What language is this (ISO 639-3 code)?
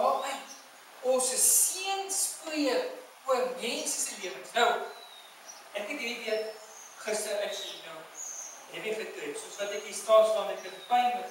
afr